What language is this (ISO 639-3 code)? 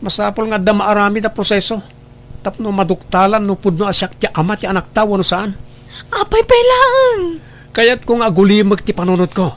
ilo